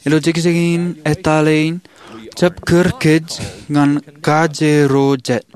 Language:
Marshallese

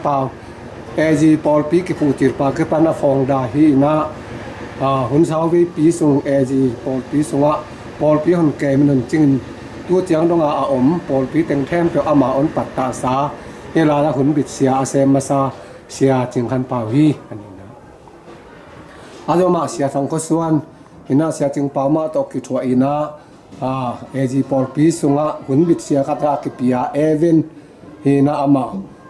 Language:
Tedim Chin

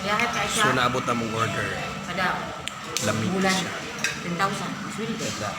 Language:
Cebuano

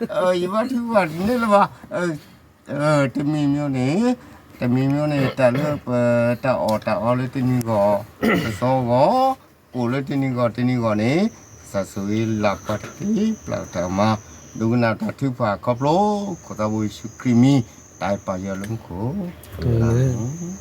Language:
S'gaw Karen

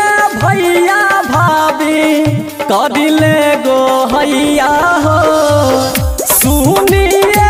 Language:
Bhojpuri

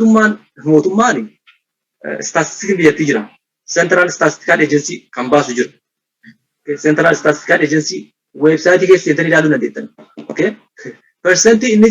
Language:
Oromo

